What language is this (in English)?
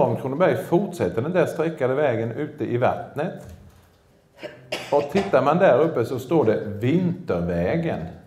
Swedish